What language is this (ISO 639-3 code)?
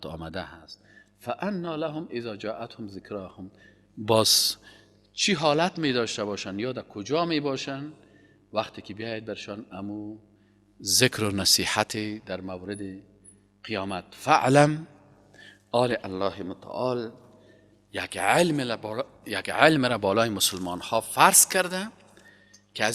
fas